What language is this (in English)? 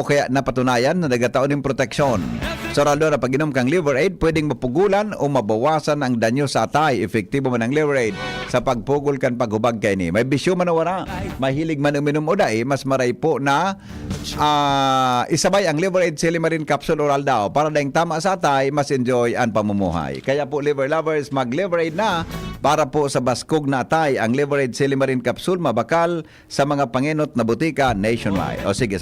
Bikol